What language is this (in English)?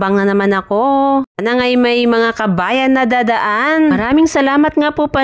Filipino